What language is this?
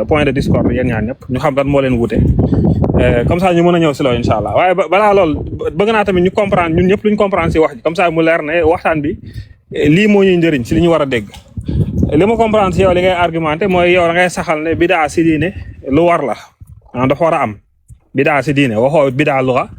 Wolof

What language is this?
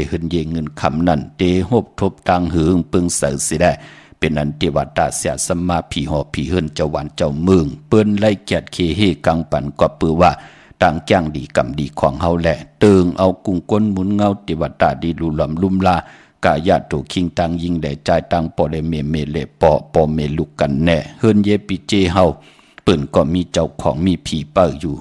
Shan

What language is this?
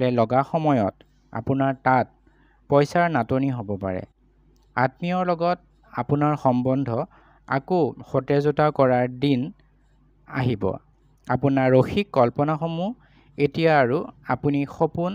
Assamese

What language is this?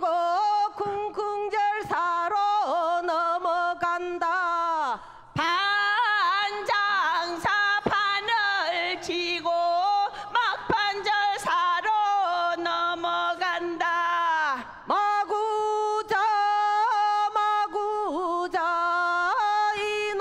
Korean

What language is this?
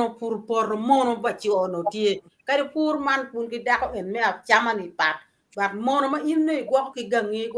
Acoli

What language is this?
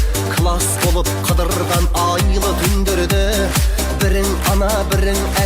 Kara-Kalpak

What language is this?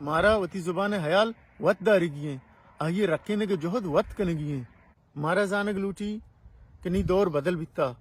Baluchi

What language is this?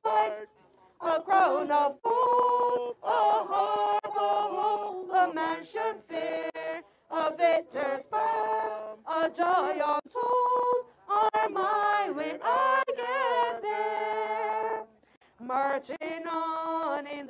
English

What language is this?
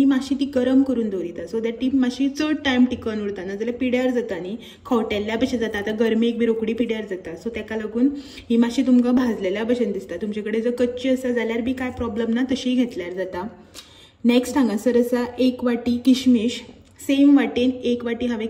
Konkani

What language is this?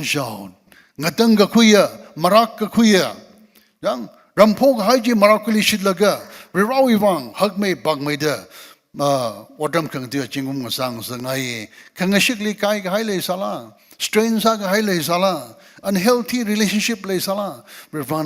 Tangkhul Naga (India)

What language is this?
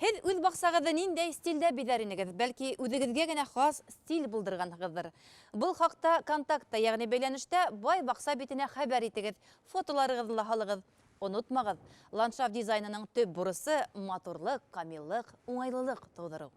Bashkir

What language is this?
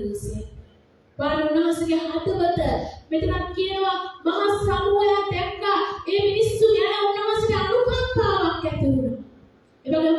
Sinhala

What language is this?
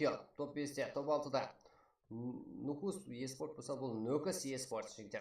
Kara-Kalpak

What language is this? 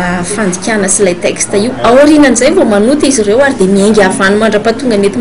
Malagasy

